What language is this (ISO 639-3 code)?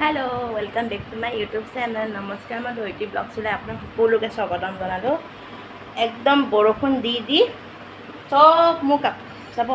asm